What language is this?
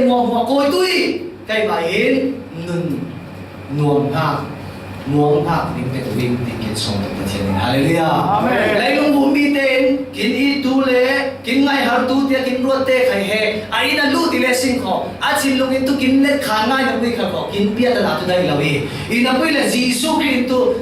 Falam Chin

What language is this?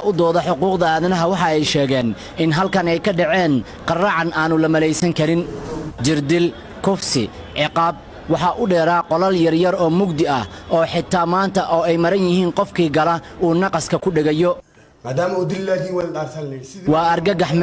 Somali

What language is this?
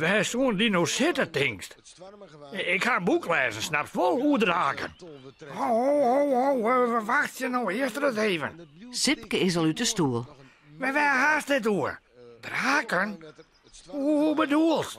Western Frisian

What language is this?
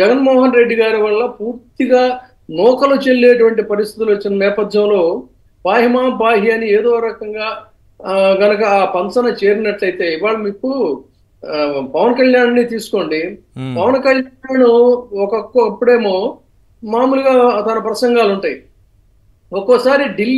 Telugu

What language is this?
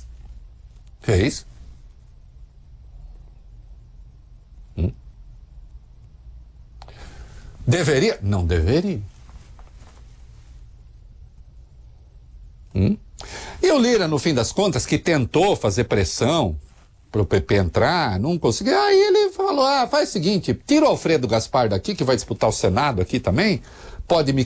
Portuguese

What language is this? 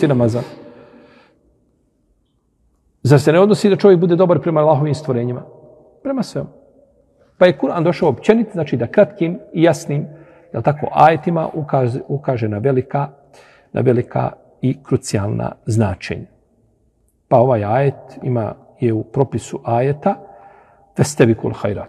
Bosnian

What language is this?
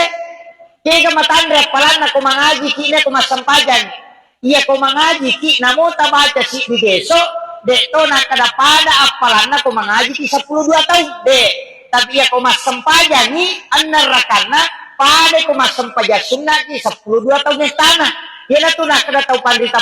Buginese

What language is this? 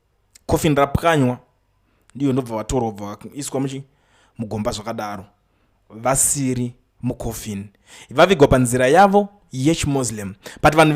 Shona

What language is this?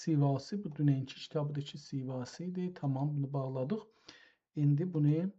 South Azerbaijani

